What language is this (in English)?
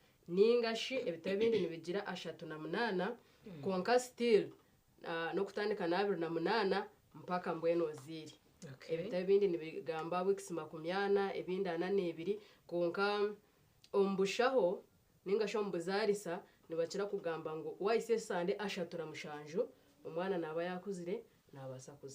Nyankole